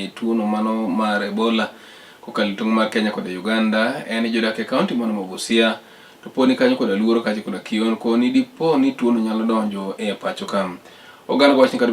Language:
Luo (Kenya and Tanzania)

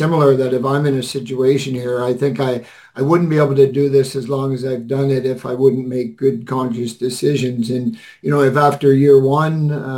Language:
English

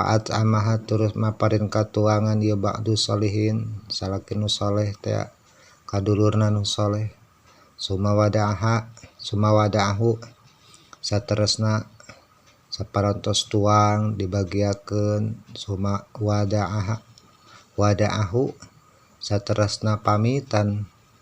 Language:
Sundanese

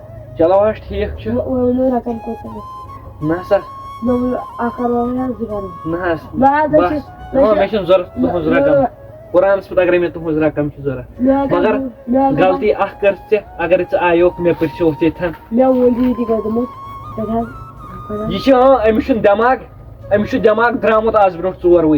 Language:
Kashmiri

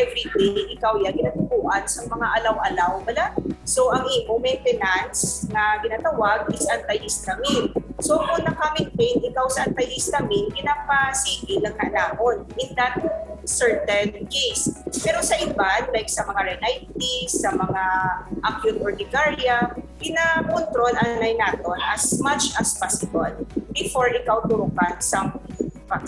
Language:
Hiligaynon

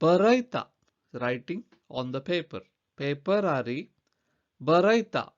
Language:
Konkani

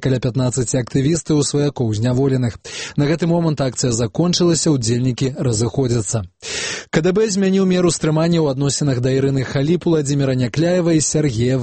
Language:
Belarusian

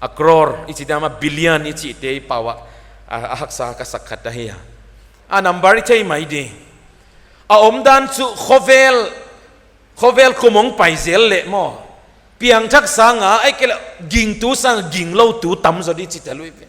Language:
Paite Chin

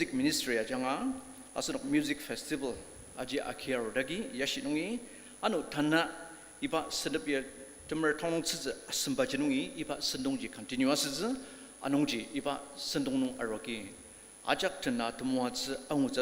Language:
Ao Naga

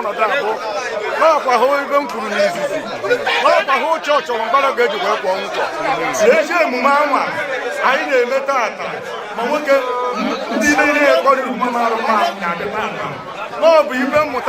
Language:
Igbo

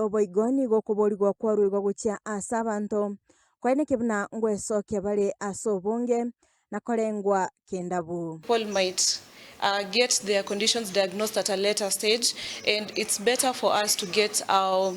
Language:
Gusii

